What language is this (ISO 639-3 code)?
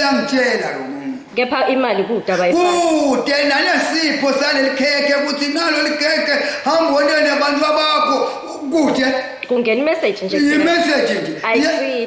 zul